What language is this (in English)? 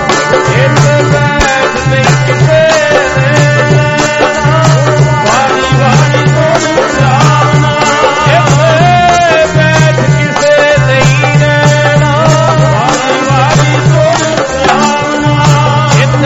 Punjabi